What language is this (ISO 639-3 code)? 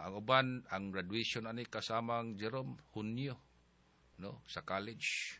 ceb